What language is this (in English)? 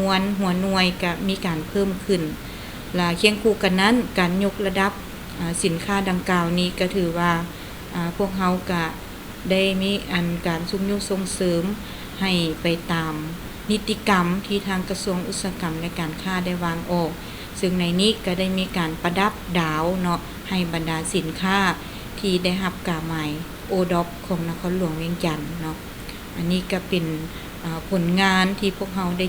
Lao